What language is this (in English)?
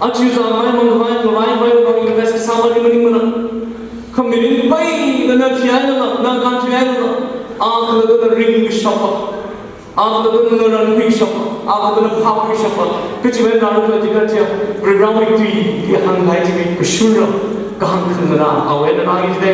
Tangkhul Naga (India)